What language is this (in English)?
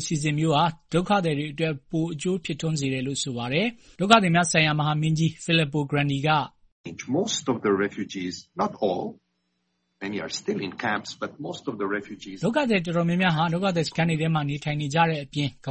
Burmese